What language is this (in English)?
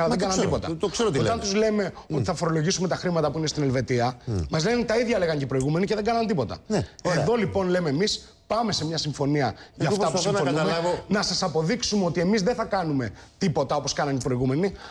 Greek